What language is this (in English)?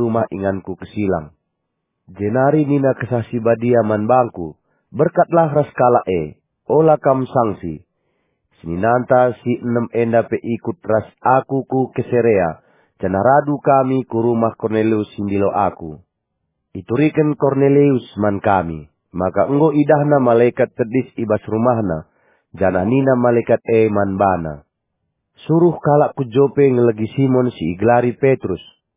Batak Karo